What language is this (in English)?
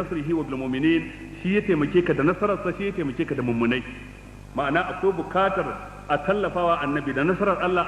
Hausa